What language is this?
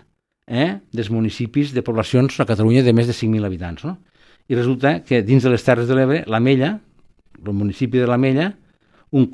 Catalan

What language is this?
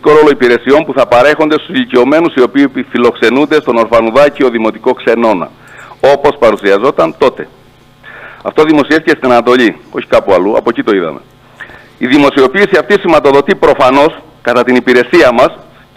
Greek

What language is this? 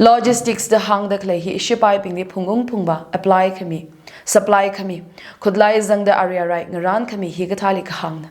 Tangkhul Naga (India)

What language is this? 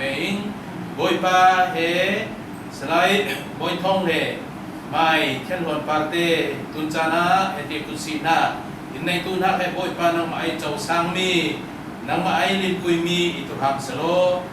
Falam Chin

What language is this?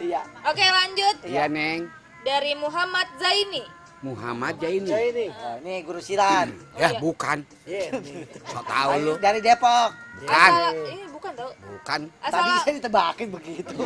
Betawi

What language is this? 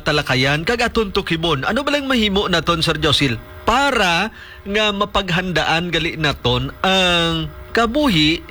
Hiligaynon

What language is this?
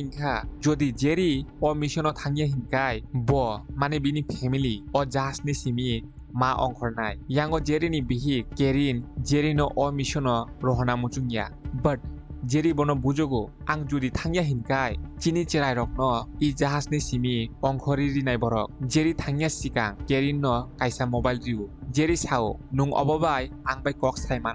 Kok Borok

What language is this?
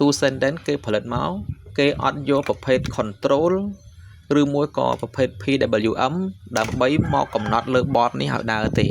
Khmer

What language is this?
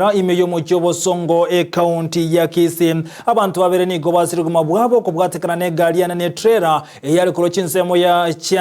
Gusii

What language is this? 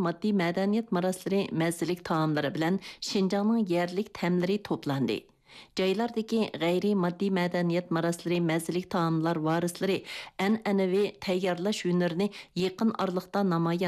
Uyghur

